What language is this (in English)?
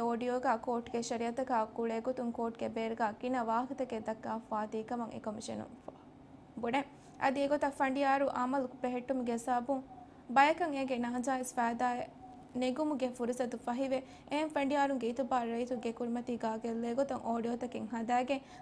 Divehi